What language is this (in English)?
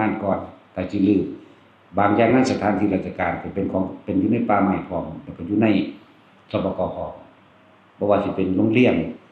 Northeastern Thai